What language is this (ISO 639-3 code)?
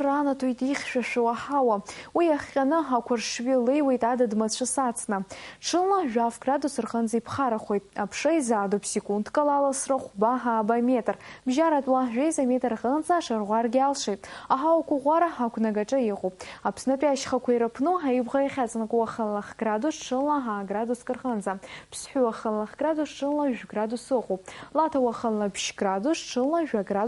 abk